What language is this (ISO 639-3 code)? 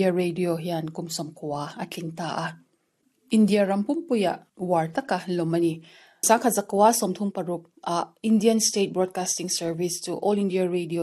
lus